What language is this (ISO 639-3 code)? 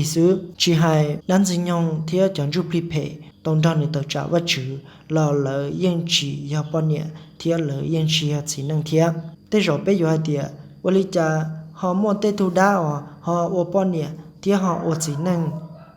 hmn